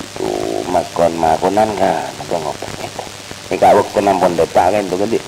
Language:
Madurese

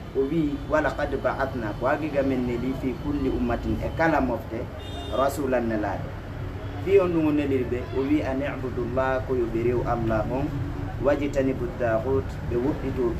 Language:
Fula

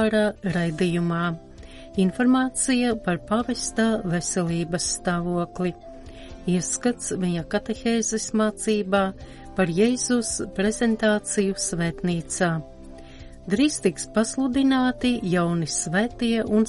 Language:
Latvian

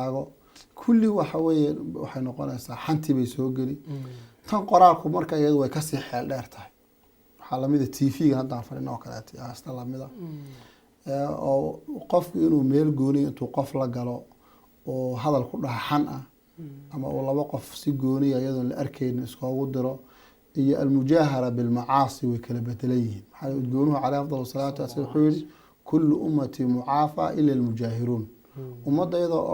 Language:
Somali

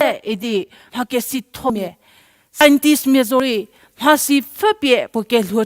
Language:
Angami Naga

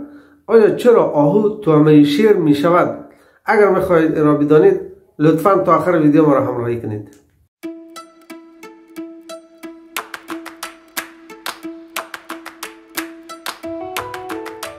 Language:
Persian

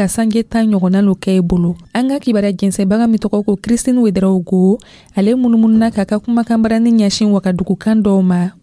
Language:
Dyula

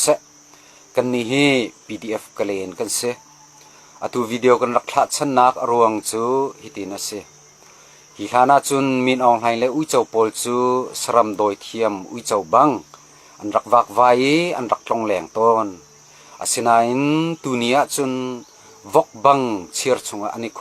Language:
Hakha Chin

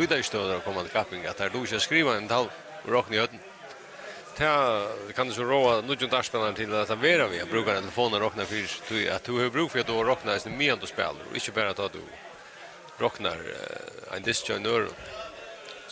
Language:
Faroese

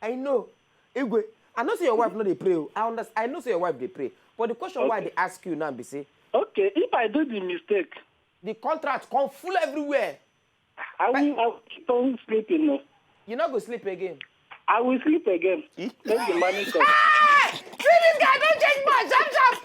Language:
Nigerian Pidgin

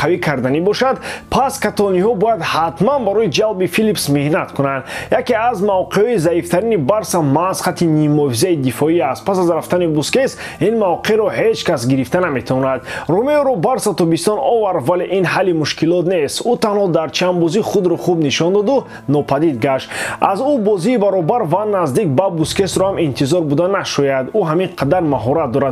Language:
Tajik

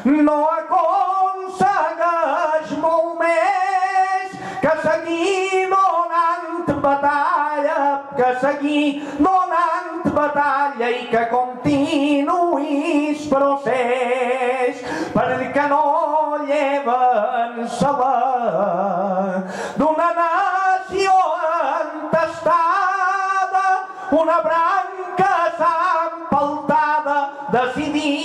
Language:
Catalan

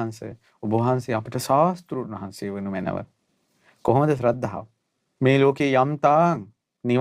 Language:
Sinhala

